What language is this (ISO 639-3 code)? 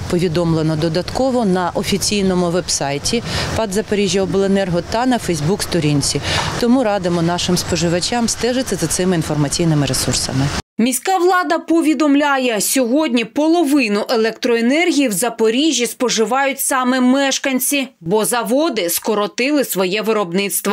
ukr